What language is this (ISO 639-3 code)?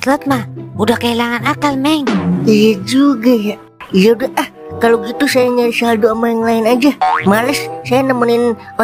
bew